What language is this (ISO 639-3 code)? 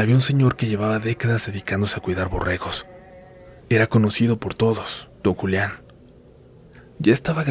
spa